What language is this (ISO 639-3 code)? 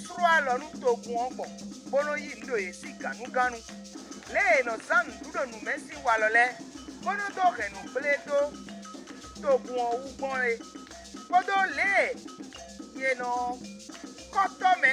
fon